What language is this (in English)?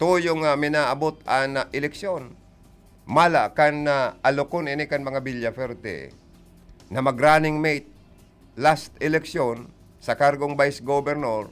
Bikol